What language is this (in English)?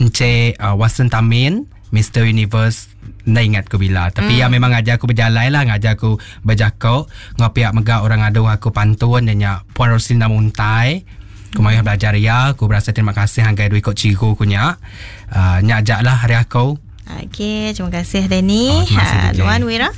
Iban